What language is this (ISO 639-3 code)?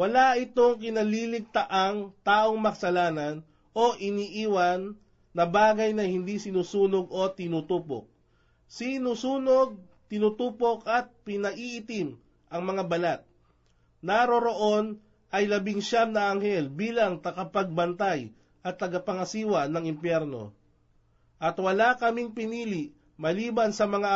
fil